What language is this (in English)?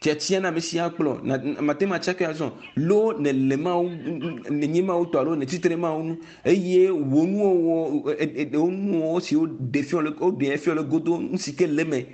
Ewe